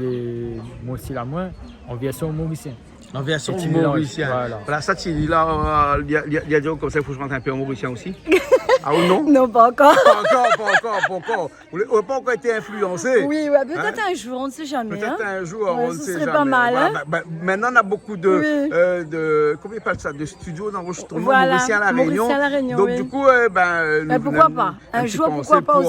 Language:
Réunion Creole French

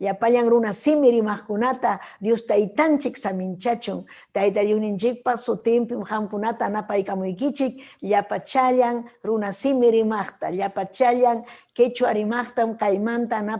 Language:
Ayacucho Quechua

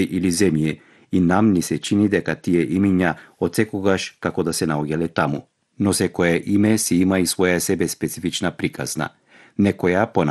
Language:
Macedonian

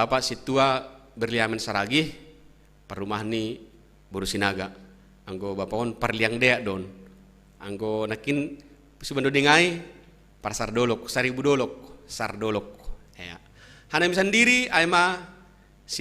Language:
Batak Simalungun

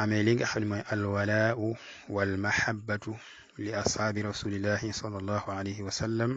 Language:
Wolof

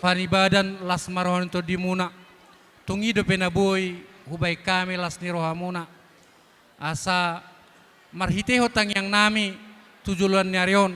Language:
Batak Toba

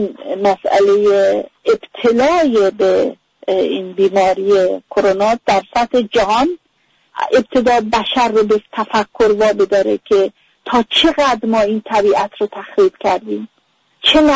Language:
Persian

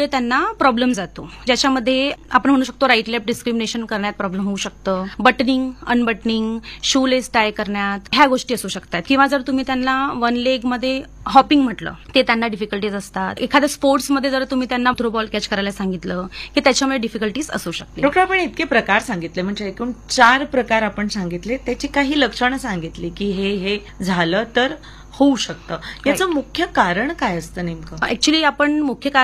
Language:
Marathi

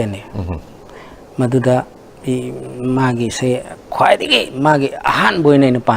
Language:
Manipuri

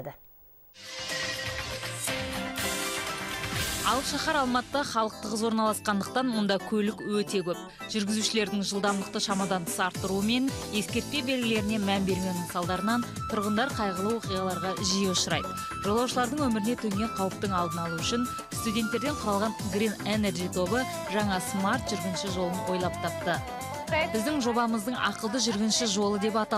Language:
Kazakh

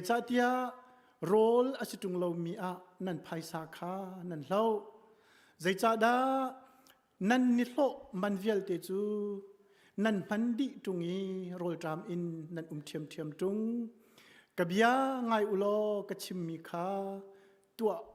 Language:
Hakha Chin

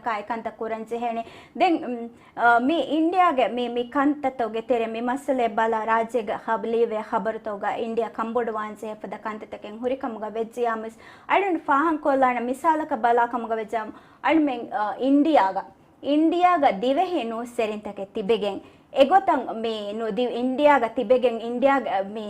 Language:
Divehi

